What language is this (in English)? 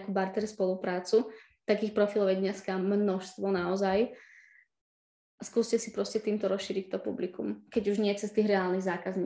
Slovak